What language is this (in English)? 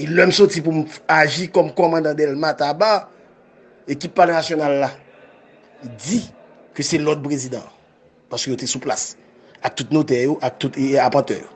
Haitian Creole